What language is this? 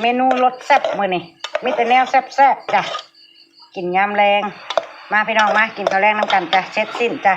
Northeastern Thai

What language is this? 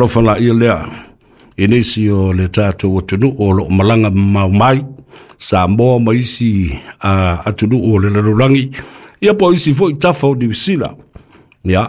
Samoan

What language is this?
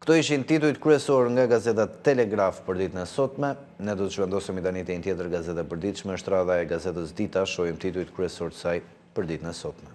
Albanian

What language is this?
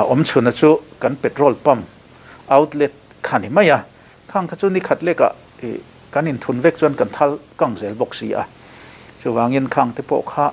Mizo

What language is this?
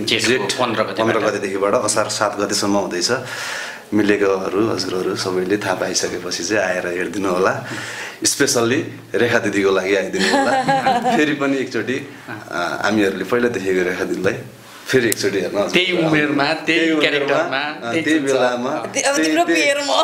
Nepali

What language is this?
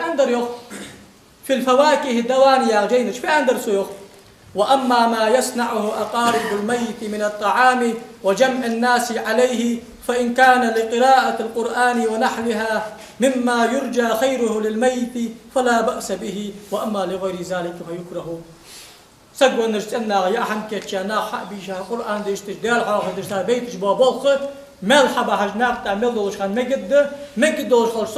Ingush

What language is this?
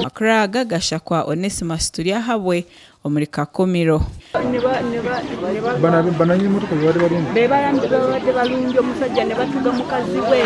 Nyankole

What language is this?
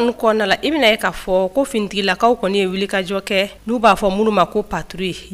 Bambara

